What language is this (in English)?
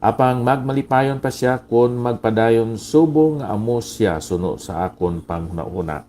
Hiligaynon